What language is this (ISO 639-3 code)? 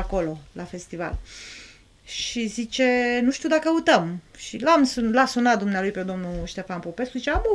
ron